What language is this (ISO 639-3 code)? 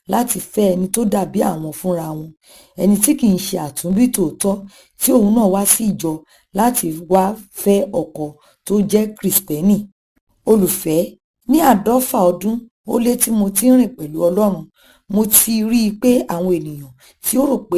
yor